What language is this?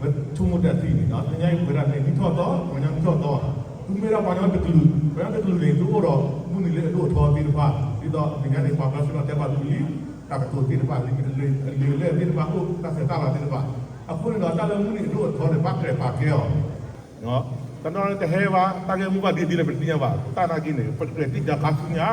S'gaw Karen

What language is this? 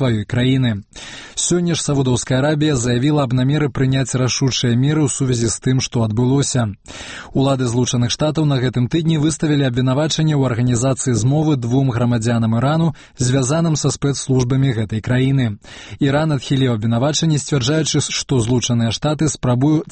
Belarusian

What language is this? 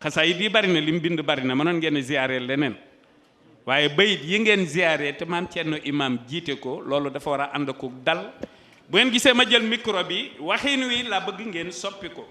Wolof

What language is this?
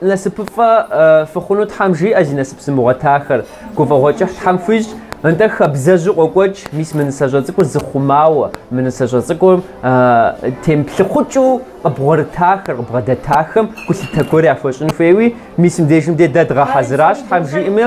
Kabardian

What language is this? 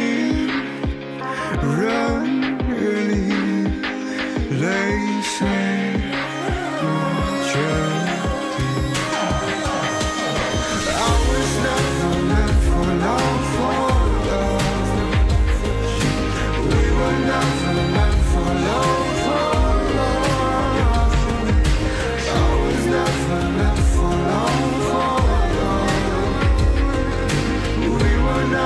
Chinese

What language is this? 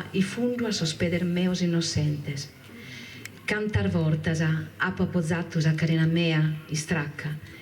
Sardinian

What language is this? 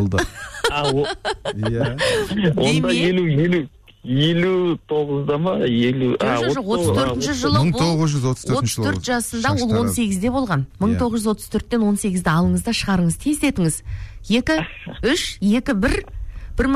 Kazakh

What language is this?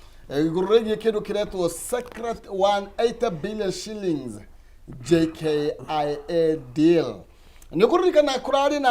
Kikuyu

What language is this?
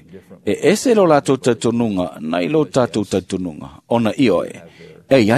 Samoan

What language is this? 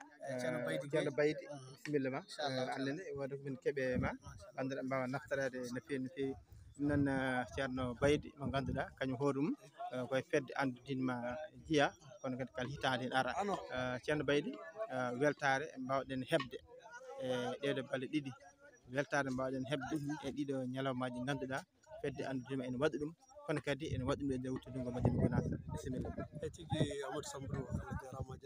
Fula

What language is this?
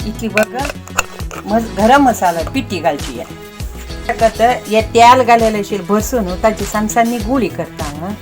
Konkani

